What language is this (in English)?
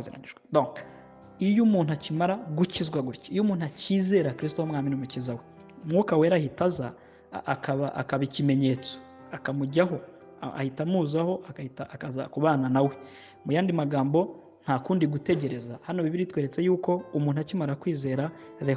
Kinyarwanda